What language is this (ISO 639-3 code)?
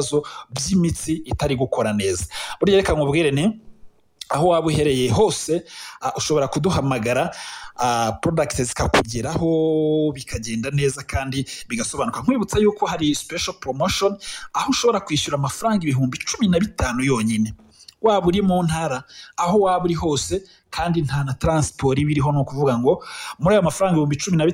kin